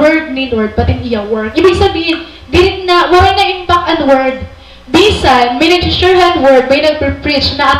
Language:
Waray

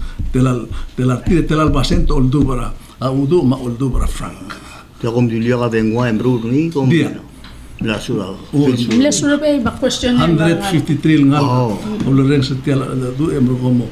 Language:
Palauan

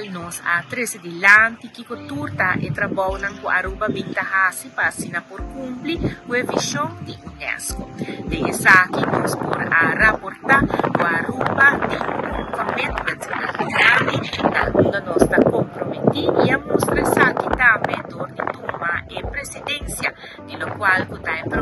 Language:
Papiamento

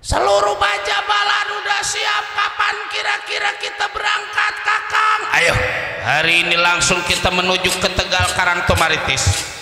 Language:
Betawi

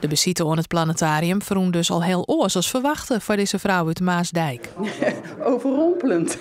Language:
Western Frisian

